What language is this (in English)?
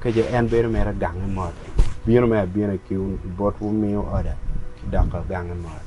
Acoli